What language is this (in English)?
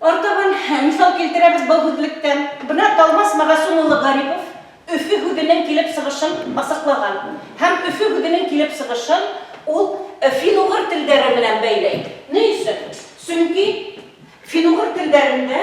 Bashkir